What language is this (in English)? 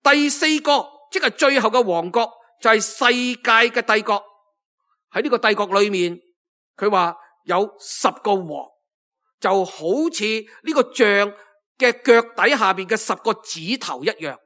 Cantonese